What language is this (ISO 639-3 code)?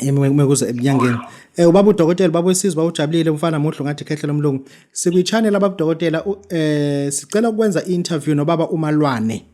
zul